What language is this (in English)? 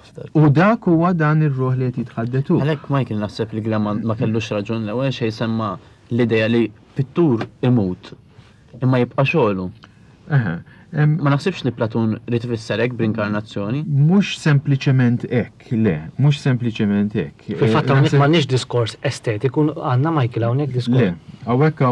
Maltese